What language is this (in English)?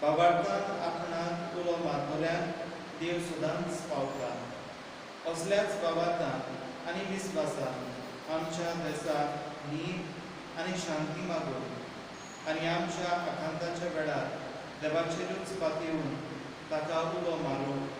Konkani